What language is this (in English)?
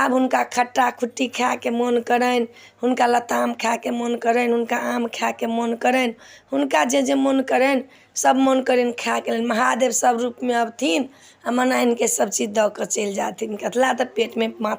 Maithili